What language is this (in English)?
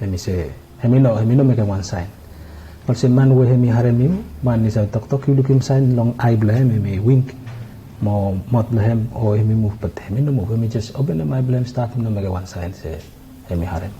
Bislama